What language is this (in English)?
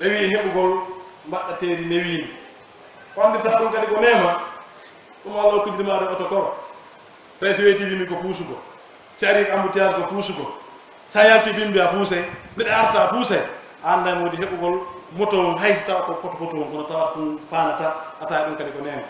Pular